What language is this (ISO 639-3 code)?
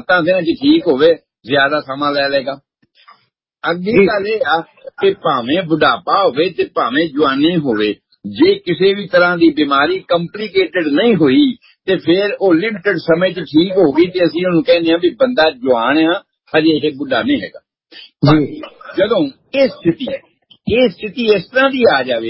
pan